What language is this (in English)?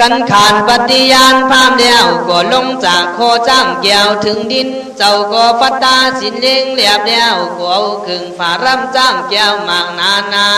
Khün